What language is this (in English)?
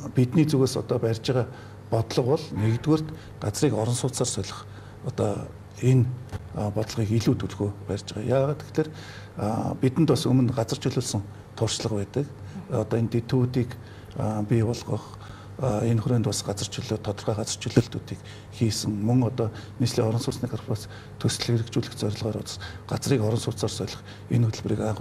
Mongolian